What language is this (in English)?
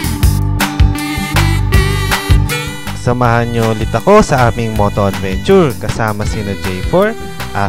Filipino